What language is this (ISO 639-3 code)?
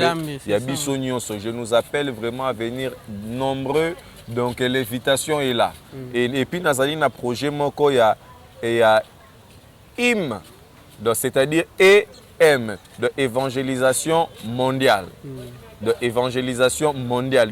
lin